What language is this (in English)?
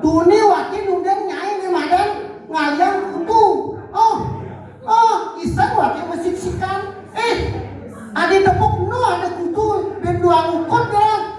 Balinese